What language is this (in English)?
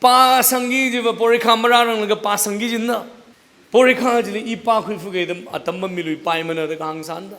Tangkhul Naga (India)